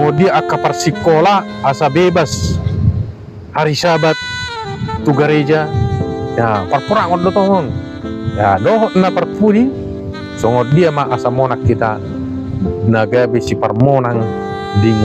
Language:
Batak Toba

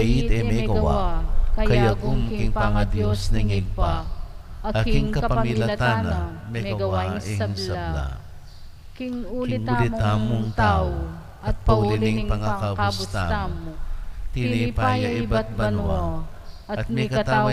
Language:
Pampanga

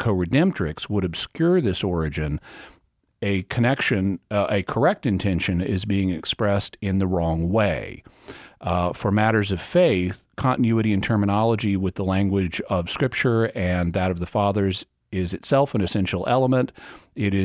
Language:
English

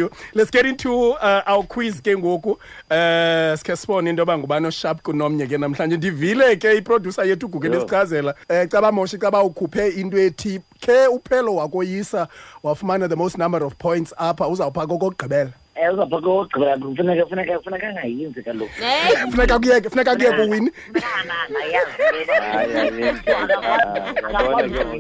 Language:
Xhosa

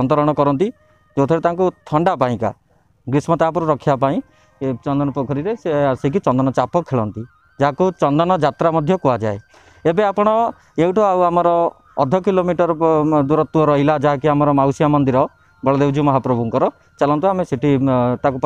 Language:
Odia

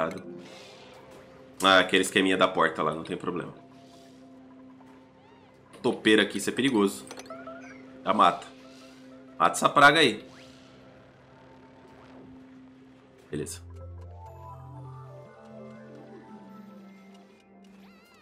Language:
Portuguese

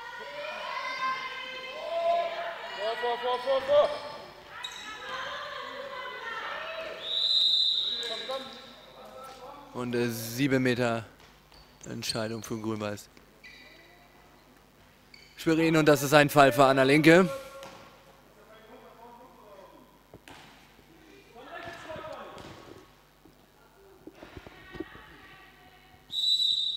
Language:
German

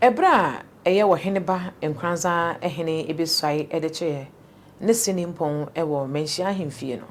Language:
Akan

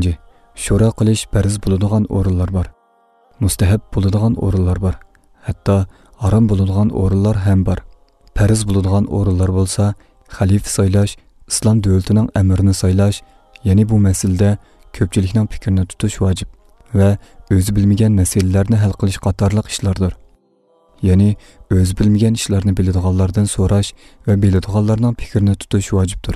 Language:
Uyghur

